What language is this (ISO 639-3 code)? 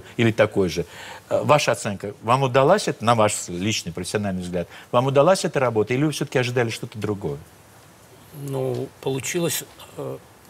rus